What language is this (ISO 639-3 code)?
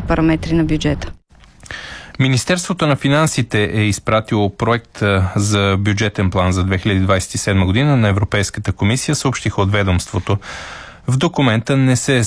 bul